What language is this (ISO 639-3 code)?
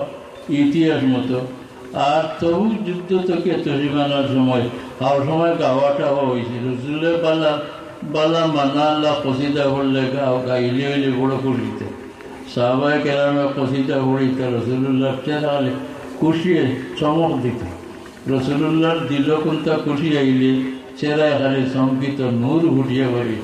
syl